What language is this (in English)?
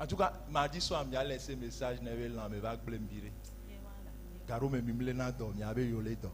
Ewe